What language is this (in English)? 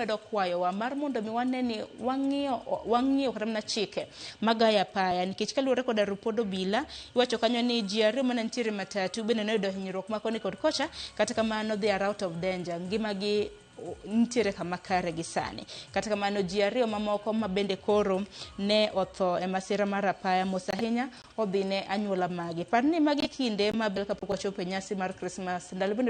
Luo (Kenya and Tanzania)